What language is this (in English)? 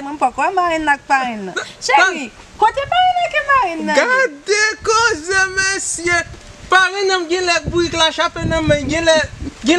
Haitian Creole